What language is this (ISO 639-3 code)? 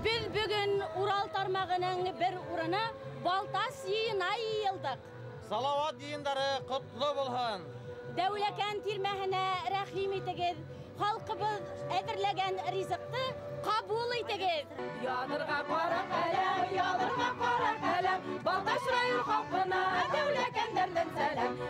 bak